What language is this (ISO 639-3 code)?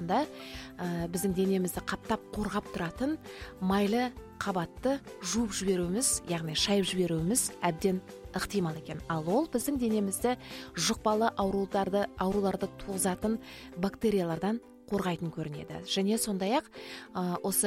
kaz